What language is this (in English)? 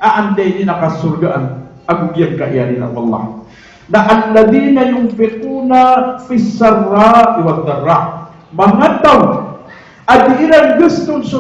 Maranao